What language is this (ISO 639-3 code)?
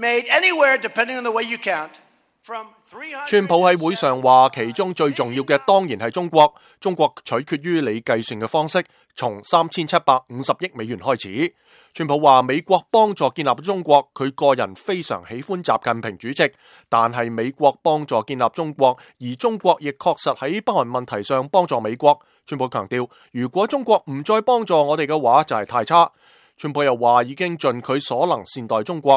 yue